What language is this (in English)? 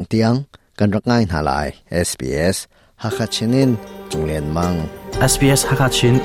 Hakha Chin